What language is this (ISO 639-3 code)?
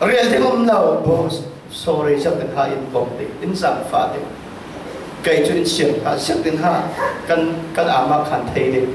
cfm